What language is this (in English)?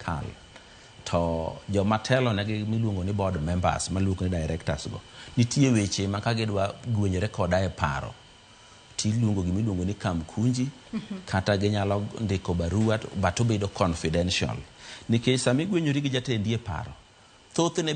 Luo (Kenya and Tanzania)